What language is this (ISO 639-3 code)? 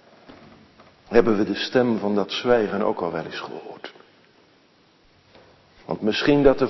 nld